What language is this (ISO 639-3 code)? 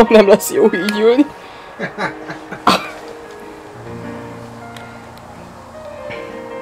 hun